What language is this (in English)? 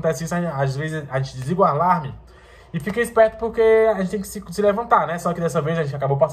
Portuguese